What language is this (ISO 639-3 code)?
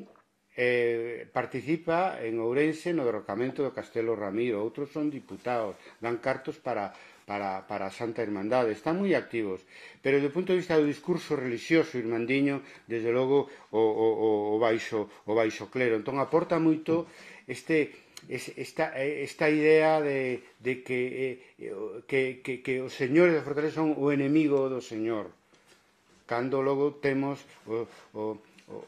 glg